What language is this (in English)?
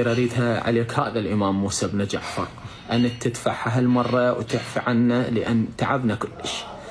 Mesopotamian Arabic